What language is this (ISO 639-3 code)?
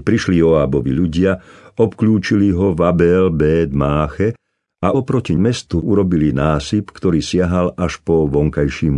slk